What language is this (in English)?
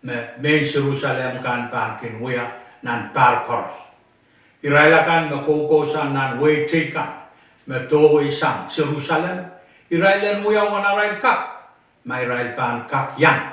Pohnpeian